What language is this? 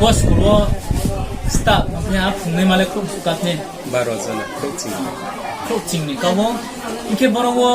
Riang (India)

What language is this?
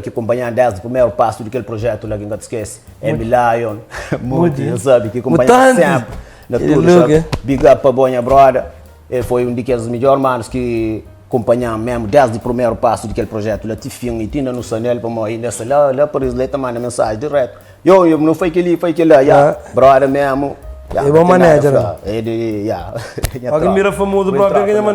Kabuverdianu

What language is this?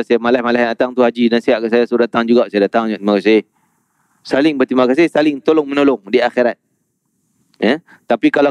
Malay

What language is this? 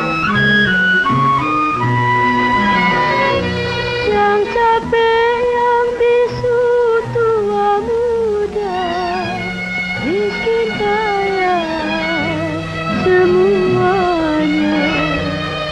Malay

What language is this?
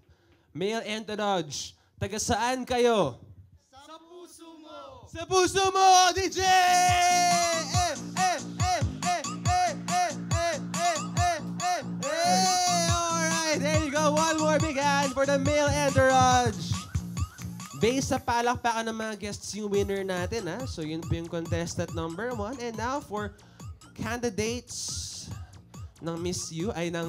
Filipino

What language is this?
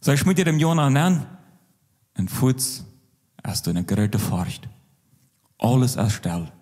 Plautdietsch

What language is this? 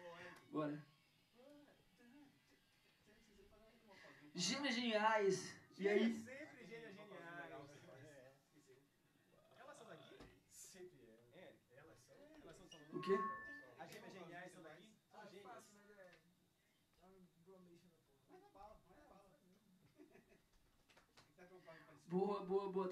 Portuguese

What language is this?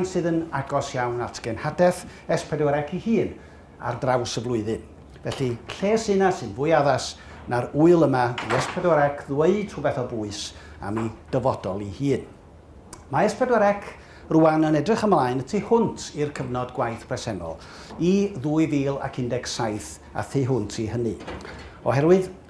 Welsh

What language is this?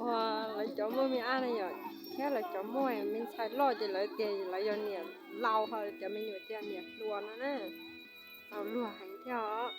Hmong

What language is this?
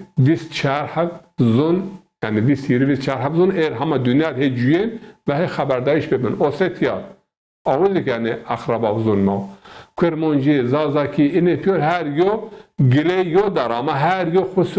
Zaza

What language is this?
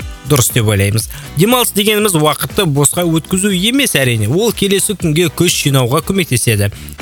Kazakh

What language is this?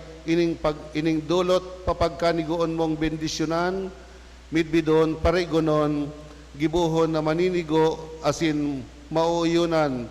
Bikol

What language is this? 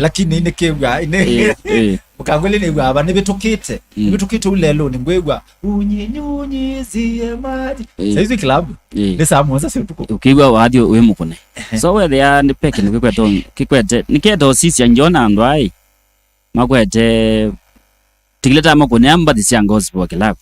Kamba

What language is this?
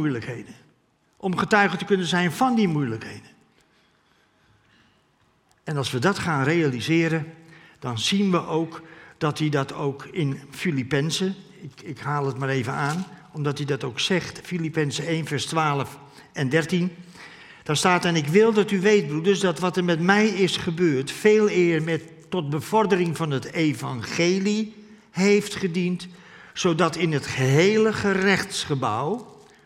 Dutch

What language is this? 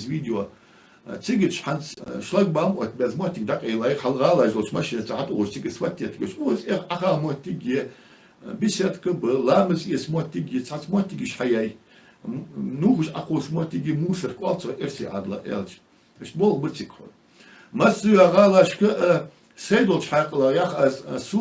Ingush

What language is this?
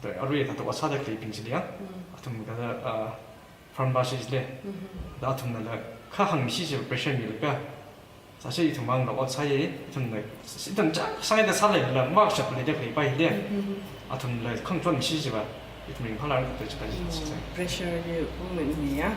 Tangkhul Naga (India)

